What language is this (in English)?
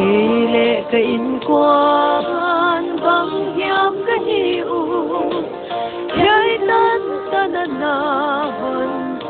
Paite Chin